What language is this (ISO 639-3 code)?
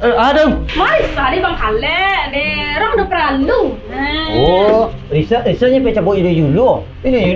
min